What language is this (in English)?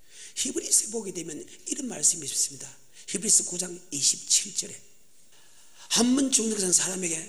Korean